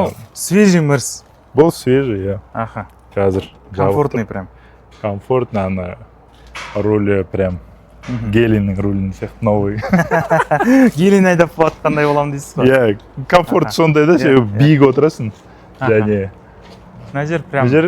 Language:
Kazakh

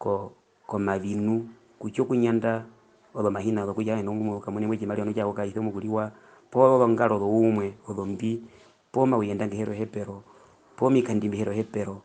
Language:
Herero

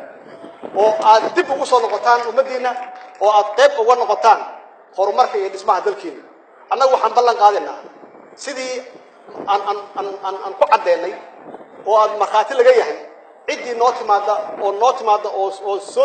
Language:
Somali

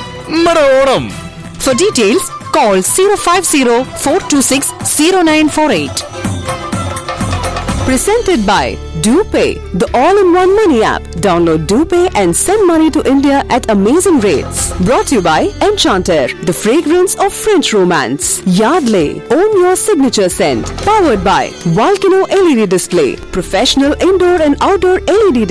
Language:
Malayalam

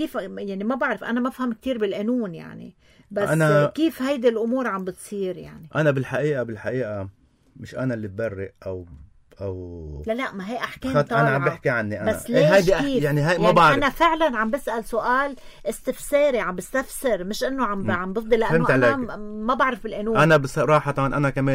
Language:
North Levantine Arabic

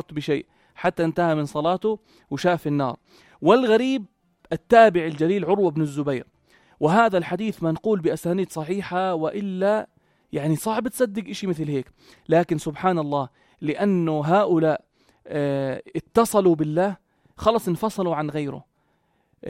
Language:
North Levantine Arabic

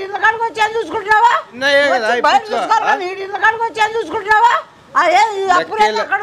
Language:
Telugu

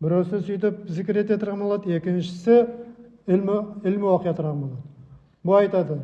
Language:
Nogai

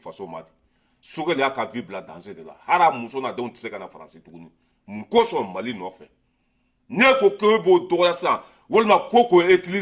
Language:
Bambara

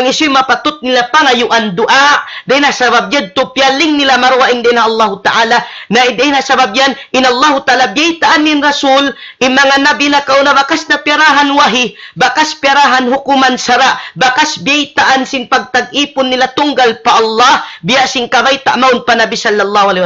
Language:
Tausug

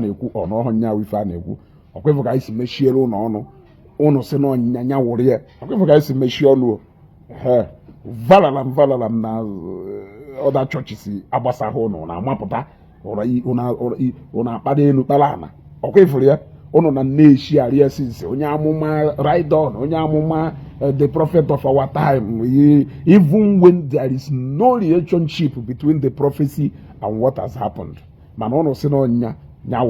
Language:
Igbo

